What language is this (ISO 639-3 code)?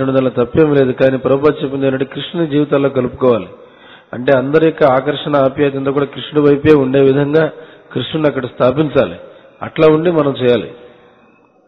tel